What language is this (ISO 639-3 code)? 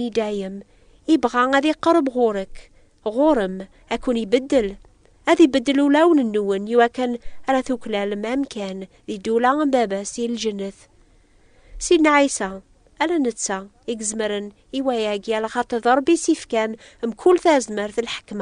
kab